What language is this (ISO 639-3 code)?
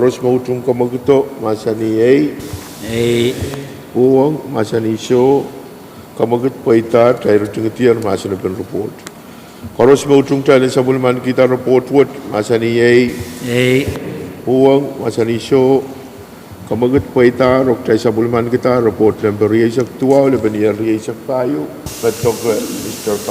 pon